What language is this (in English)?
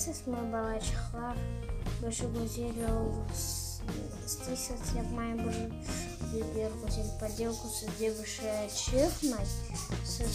Crimean Tatar